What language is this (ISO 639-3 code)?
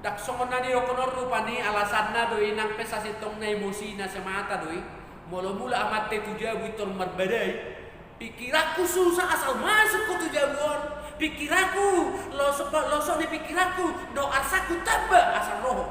bbc